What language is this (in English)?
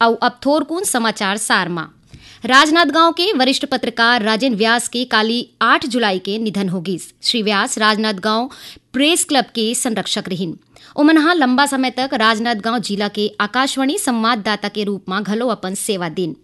Chhattisgarhi